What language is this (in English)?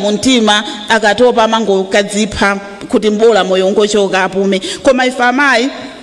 Nyanja